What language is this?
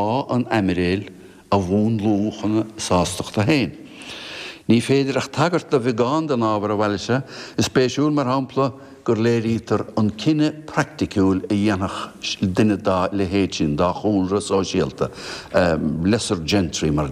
Irish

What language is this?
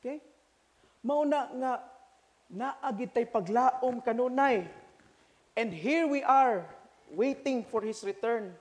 Cebuano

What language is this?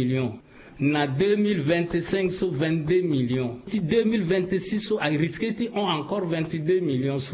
Sango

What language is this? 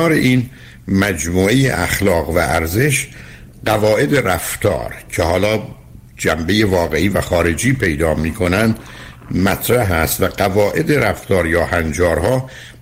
Persian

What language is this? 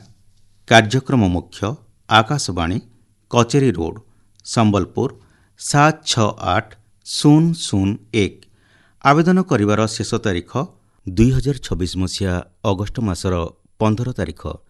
Odia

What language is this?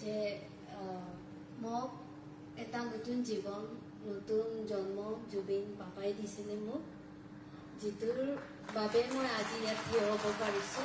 Assamese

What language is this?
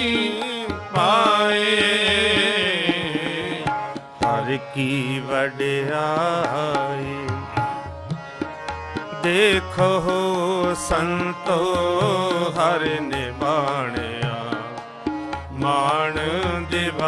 Punjabi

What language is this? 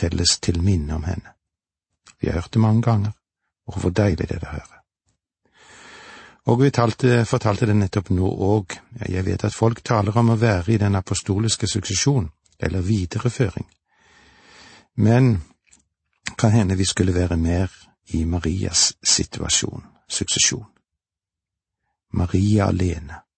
Norwegian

